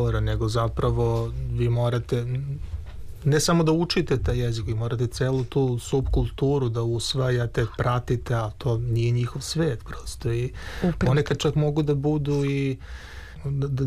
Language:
Serbian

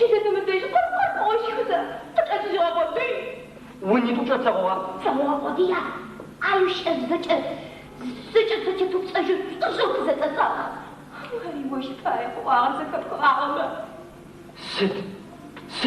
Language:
Adyghe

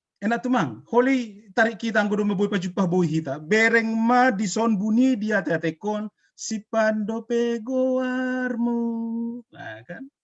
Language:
Batak Simalungun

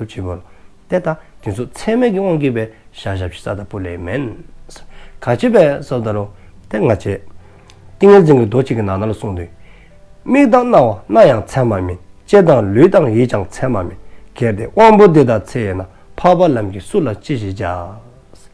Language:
Dzongkha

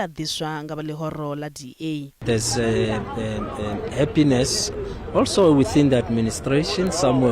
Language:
Venda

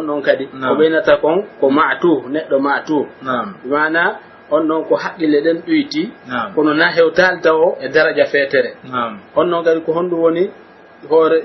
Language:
Pular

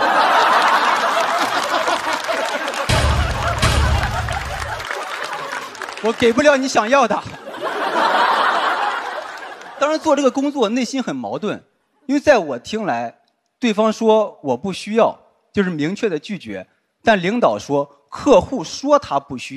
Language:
Chinese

